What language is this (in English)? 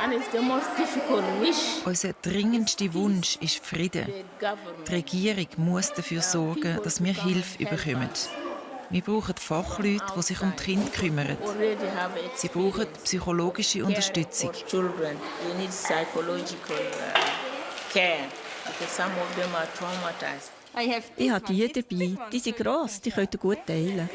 Swiss German